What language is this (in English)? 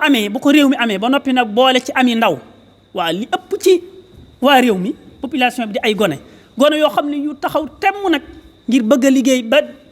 Wolof